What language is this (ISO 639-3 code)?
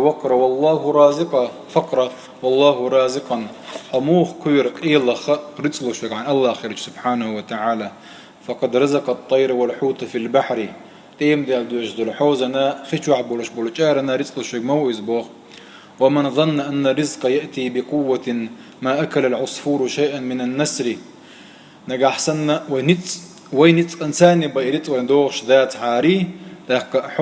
che